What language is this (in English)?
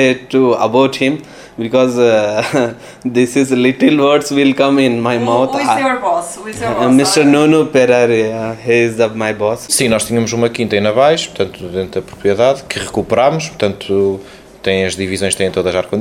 Portuguese